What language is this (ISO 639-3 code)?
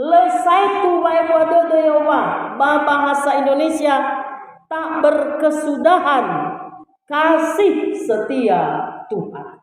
nia